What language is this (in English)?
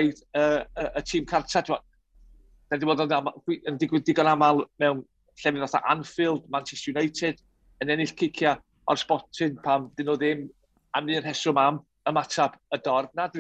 Welsh